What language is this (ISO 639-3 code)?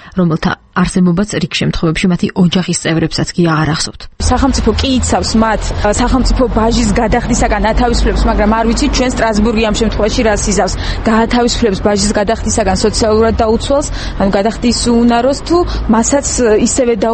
kat